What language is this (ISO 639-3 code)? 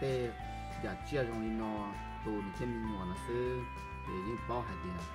hmn